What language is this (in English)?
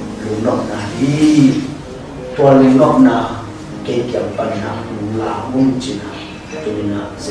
Tedim Chin